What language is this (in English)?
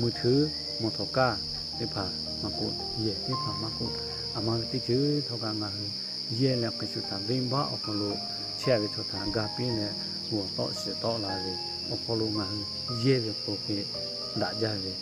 Lahu